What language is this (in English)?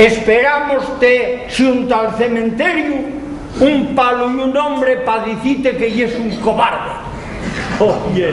Asturian